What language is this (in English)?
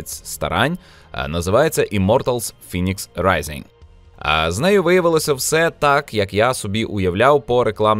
Ukrainian